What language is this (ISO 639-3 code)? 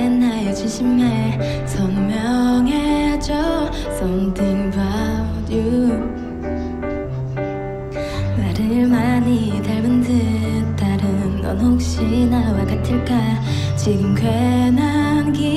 kor